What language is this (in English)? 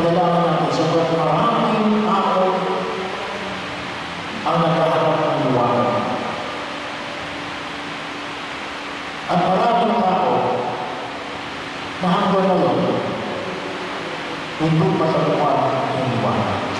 Filipino